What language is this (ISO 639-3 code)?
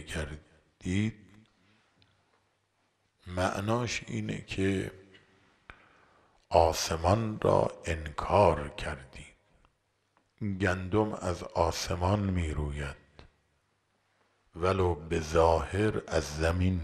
fas